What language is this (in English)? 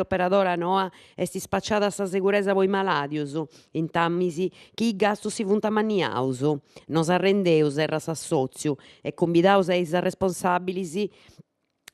Sardinian